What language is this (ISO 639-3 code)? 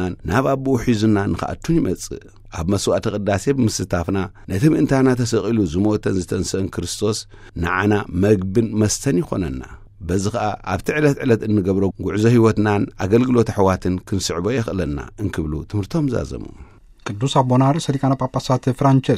tir